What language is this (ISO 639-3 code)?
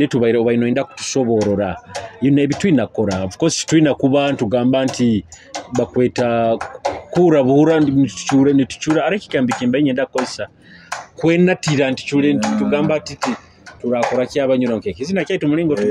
nyo